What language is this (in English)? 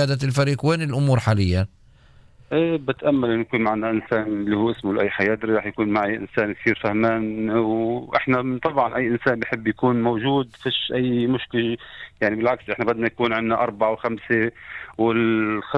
North Levantine Arabic